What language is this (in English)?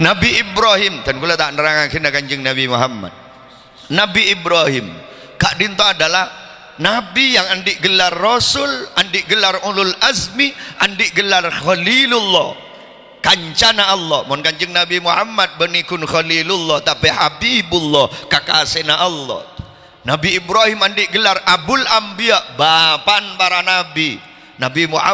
Madurese